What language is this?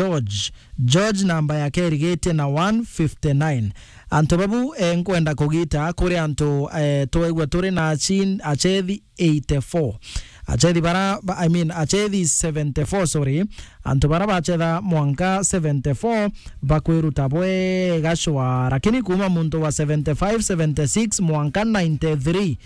Meru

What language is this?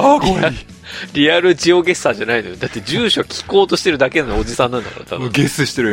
Japanese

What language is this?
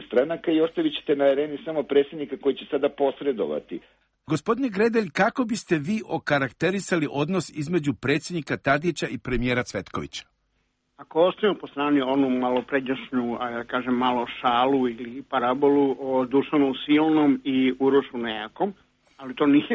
Serbian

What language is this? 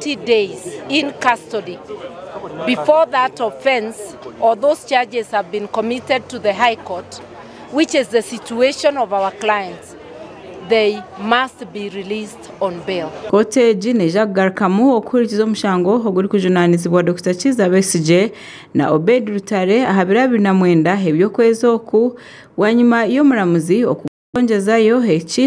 Nyankole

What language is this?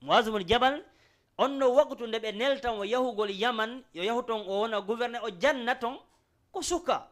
Fula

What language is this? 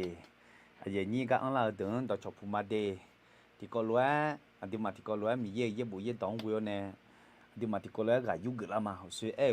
Akha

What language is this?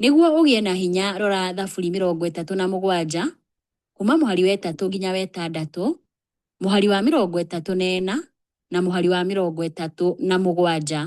Kikuyu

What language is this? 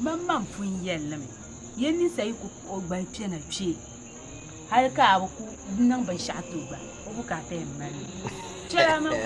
Dagbani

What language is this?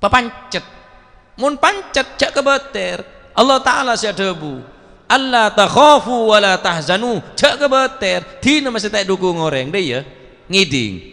Madurese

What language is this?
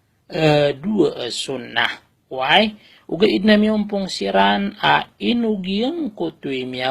Maranao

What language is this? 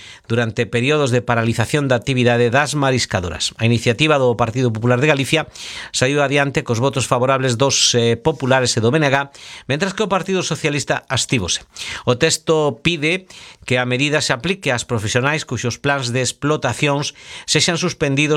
Galician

